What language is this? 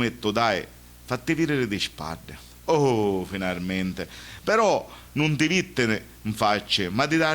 Sicilian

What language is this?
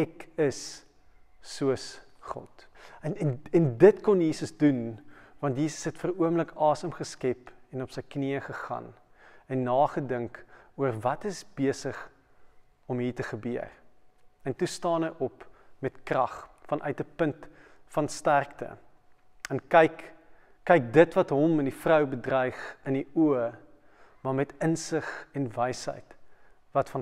Afrikaans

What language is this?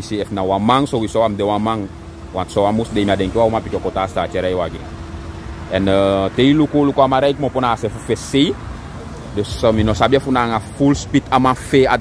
Sranan Tongo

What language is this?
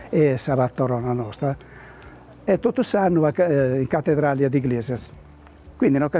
Sardinian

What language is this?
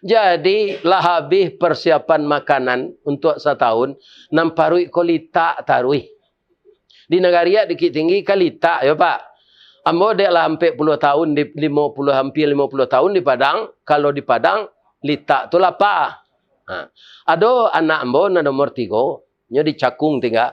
Minangkabau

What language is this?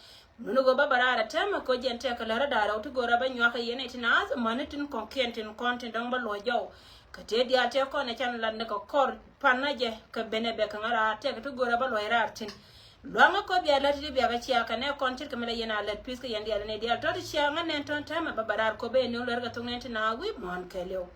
Nuer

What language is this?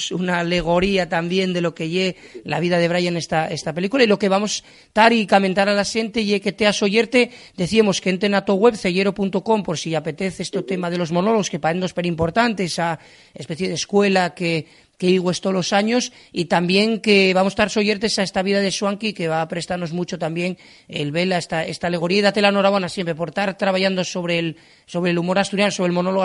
Asturian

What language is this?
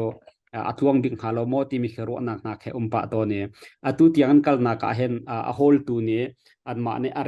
Hakha Chin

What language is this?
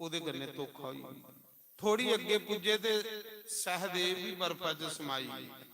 Dogri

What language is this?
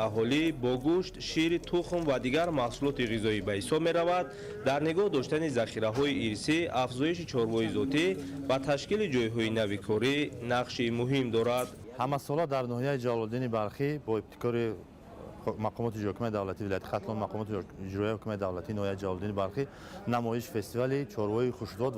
Tajik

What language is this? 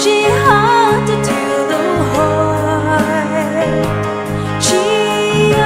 Poumei Naga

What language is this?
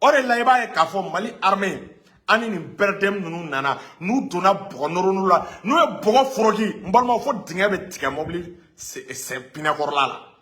Bambara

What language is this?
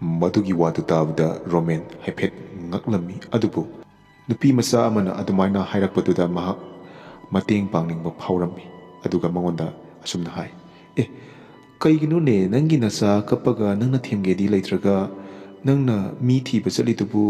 Manipuri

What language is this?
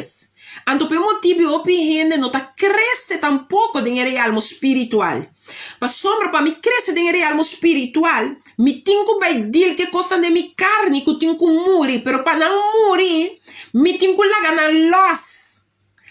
Papiamento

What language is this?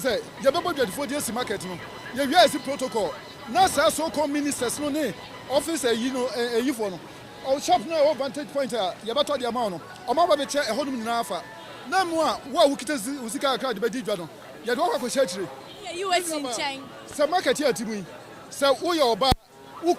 Akan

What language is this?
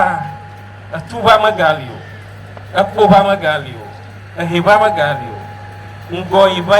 Ewe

